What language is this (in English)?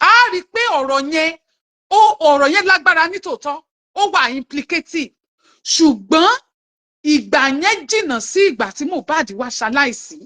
Yoruba